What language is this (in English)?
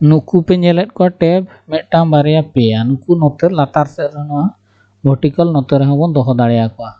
Santali